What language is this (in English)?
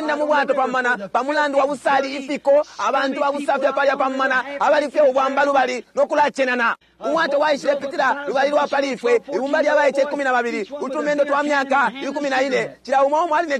Bemba